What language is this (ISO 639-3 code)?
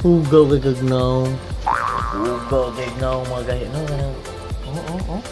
ceb